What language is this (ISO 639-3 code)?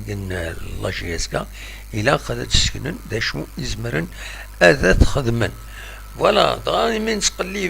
kab